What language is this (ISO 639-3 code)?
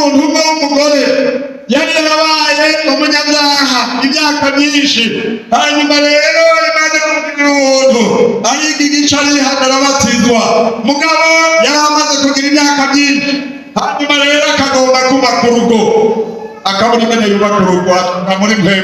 run